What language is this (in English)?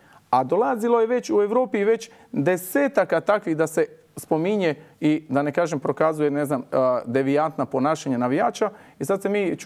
Croatian